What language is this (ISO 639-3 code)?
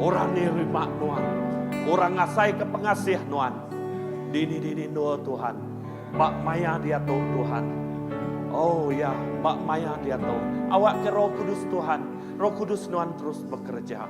iba